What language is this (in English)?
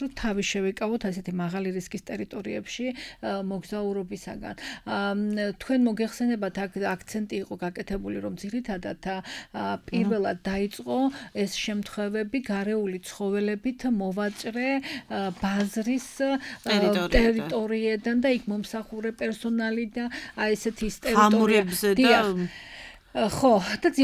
Georgian